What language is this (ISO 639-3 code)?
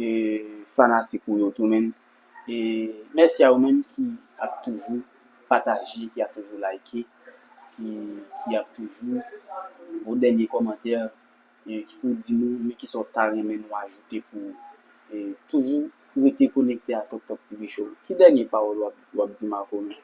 hat